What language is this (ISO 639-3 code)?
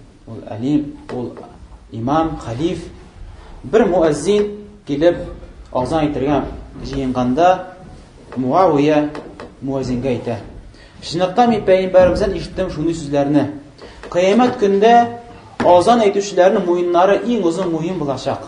tat